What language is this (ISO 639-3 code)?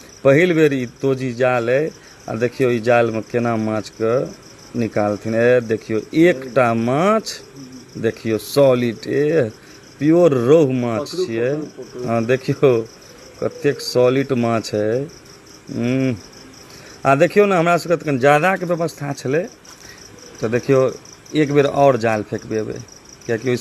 mai